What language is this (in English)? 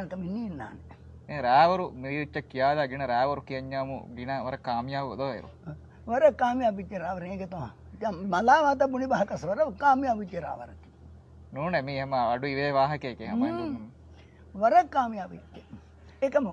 Divehi